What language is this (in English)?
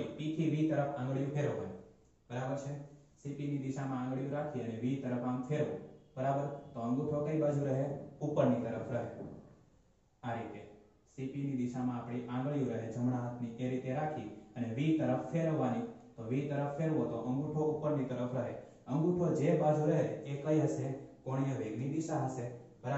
Gujarati